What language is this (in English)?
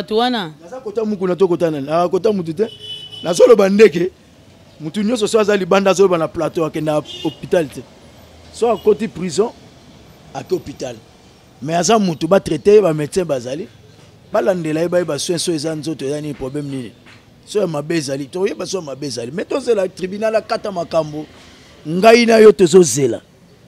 Lingala